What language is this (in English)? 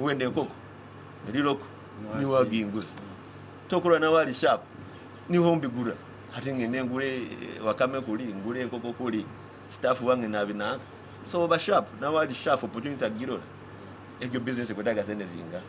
Nyoro